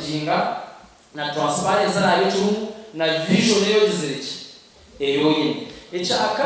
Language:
Nyankole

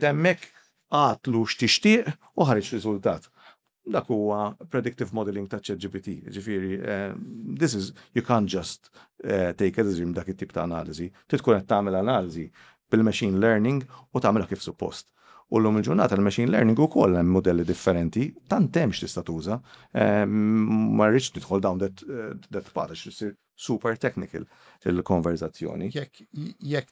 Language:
Maltese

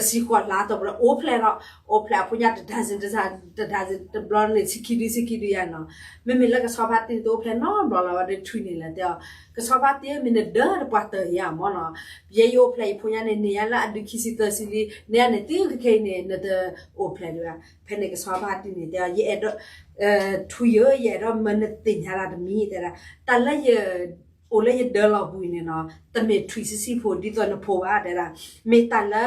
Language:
S'gaw Karen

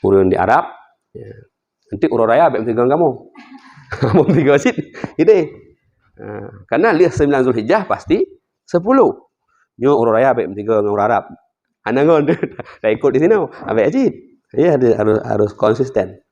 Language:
Achinese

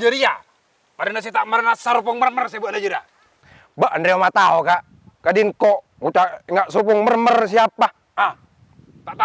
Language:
Madurese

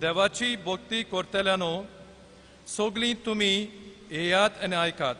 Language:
Konkani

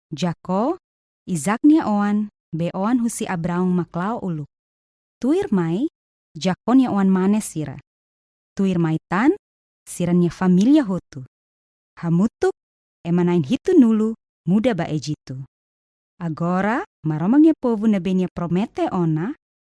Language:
Tetum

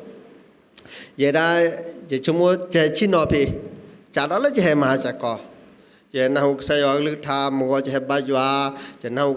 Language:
S'gaw Karen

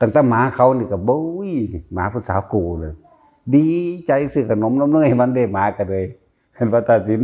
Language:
Northeastern Thai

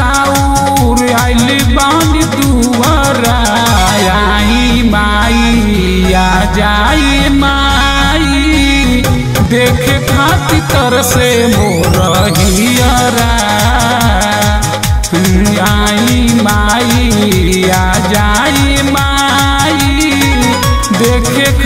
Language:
Bhojpuri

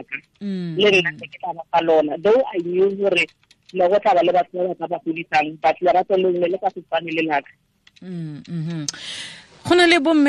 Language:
Tswana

